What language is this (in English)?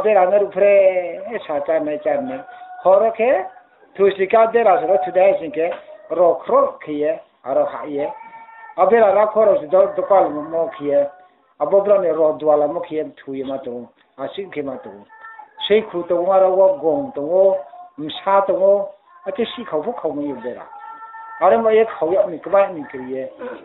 Riang (India)